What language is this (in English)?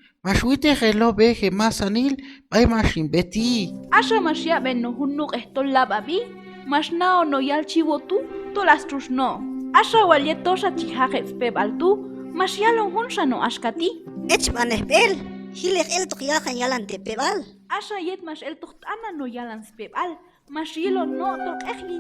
Q'anjob'al